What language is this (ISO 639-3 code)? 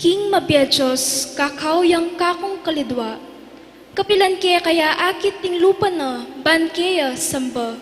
pam